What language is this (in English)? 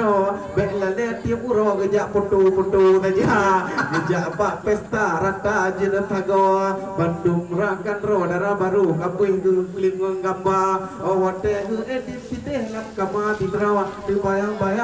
Achinese